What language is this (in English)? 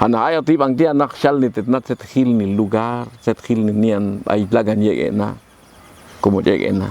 Popti'